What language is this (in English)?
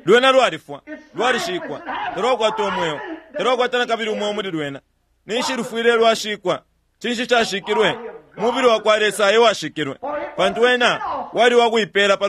Bemba